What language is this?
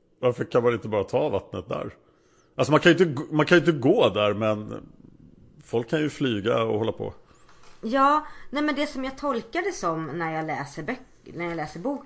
Swedish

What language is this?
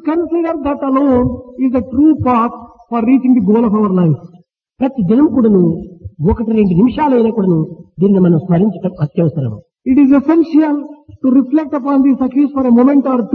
Telugu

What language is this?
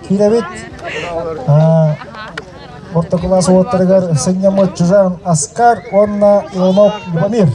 Yakut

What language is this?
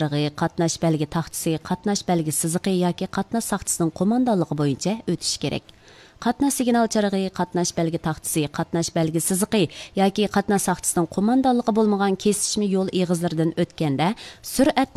Uyghur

